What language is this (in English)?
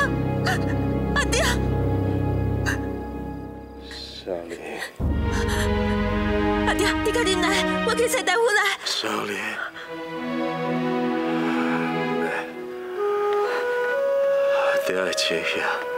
Chinese